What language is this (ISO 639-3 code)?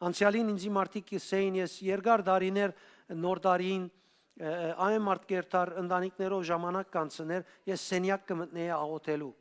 hyw